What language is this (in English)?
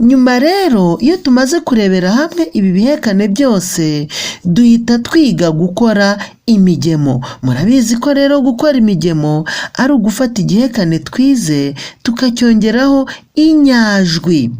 Kinyarwanda